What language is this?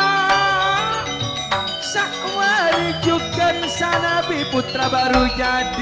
Madurese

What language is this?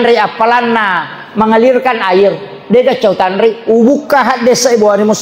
Buginese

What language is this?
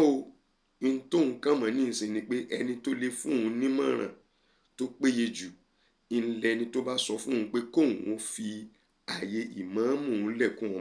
Yoruba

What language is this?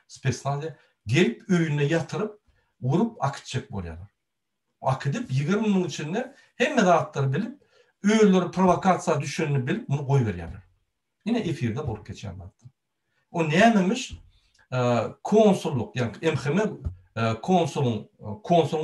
Turkmen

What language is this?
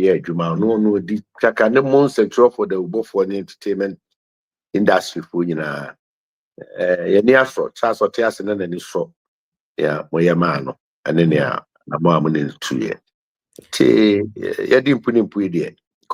Akan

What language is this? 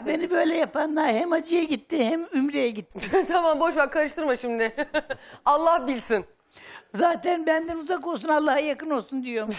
Turkish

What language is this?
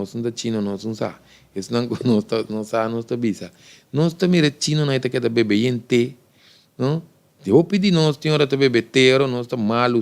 Papiamento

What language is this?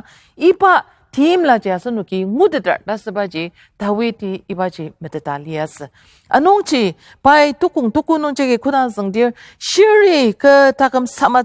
Ao Naga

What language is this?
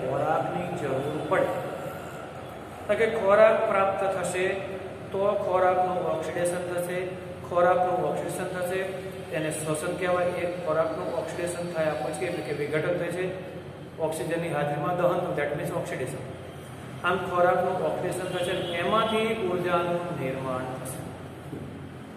Gujarati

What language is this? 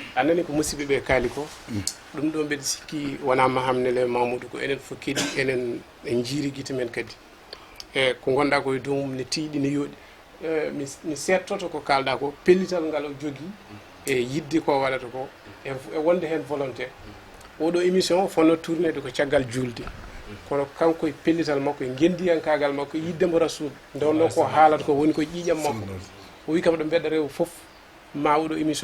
Fula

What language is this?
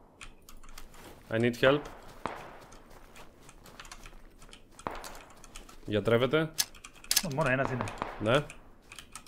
Greek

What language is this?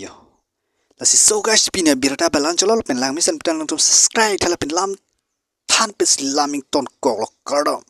Karbi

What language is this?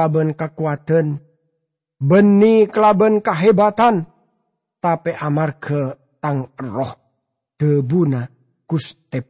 Madurese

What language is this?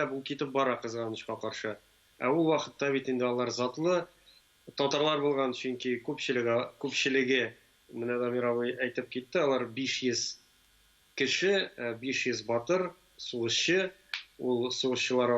Tatar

